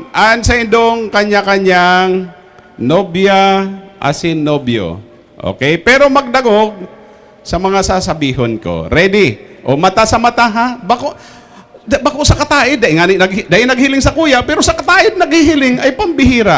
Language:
Bikol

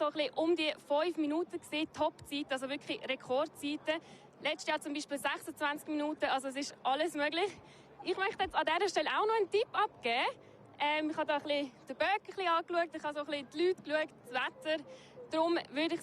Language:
Swiss German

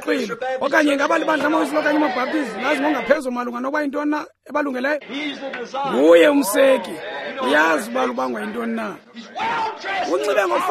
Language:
Xhosa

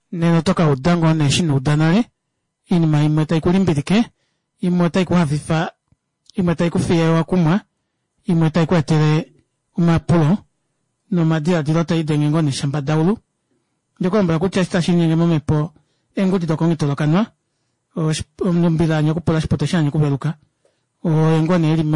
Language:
Kuanyama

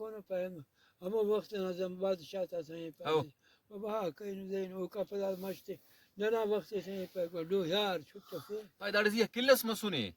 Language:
Brahui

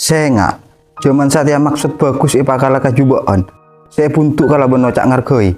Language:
Madurese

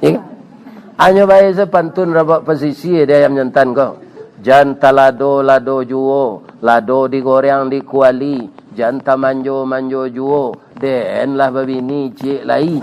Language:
Minangkabau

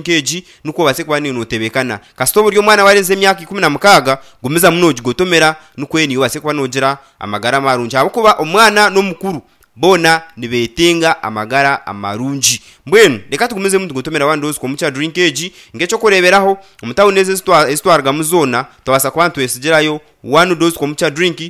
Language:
Nyankole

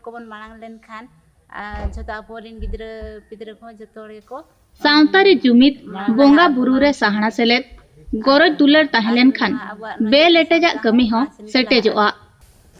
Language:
Santali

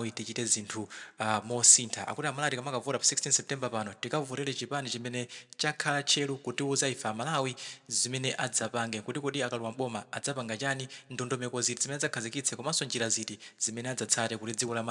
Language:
Nyanja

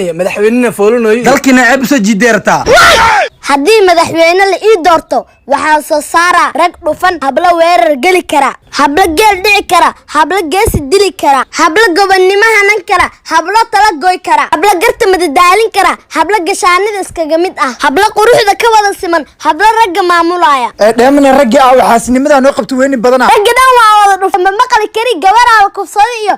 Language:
Somali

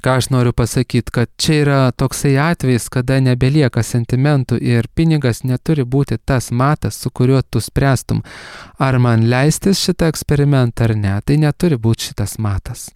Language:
Lithuanian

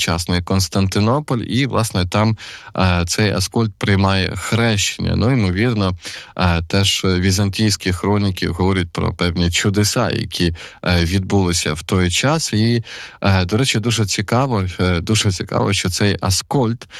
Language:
Ukrainian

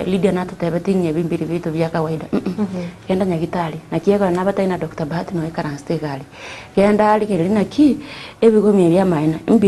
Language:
Gusii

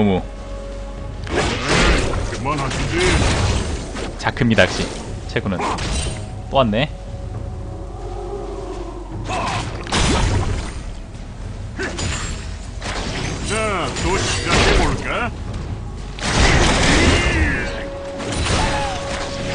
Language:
Korean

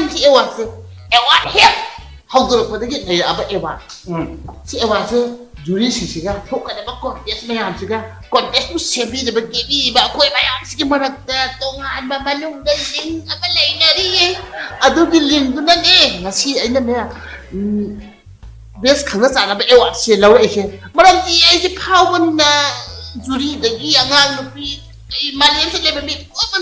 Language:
Manipuri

